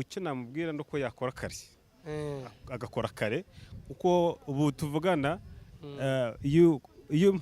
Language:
Kinyarwanda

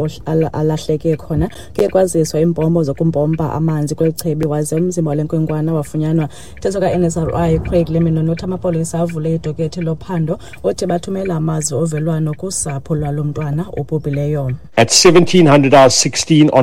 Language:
Xhosa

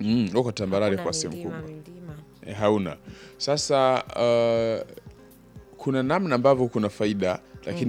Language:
Swahili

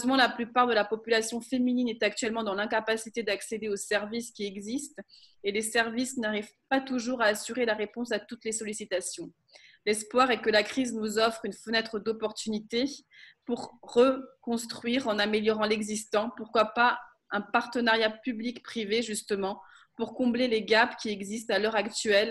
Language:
French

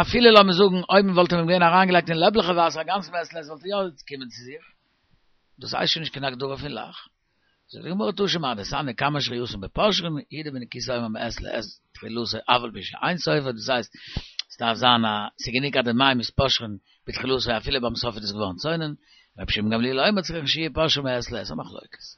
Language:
Yiddish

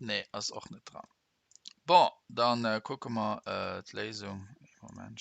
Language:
Luxembourgish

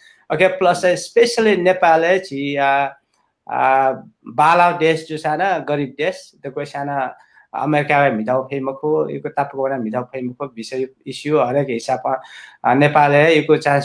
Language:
Newari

